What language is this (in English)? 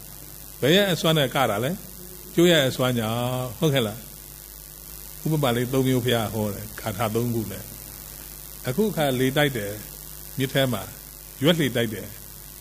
Burmese